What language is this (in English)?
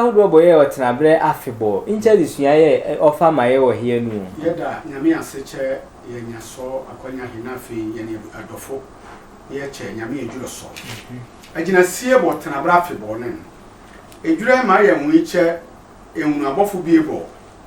Sehwi